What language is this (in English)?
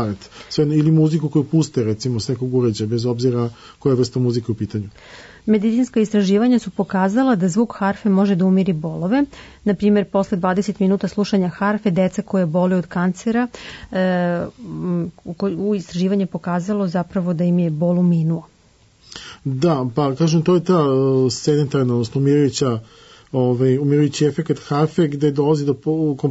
Serbian